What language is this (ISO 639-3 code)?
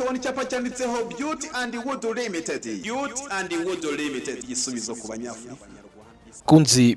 kin